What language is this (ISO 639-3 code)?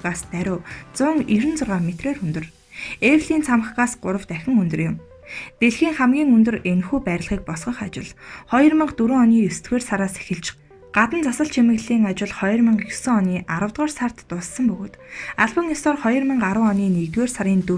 mon